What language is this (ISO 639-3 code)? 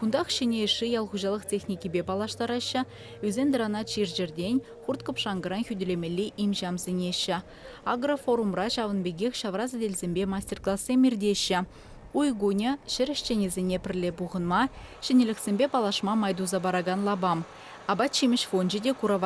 chv